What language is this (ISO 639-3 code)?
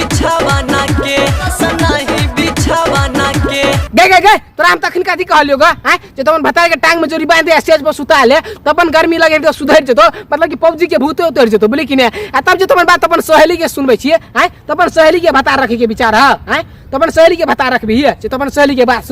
mai